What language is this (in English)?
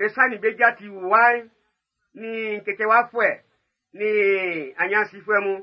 Baoulé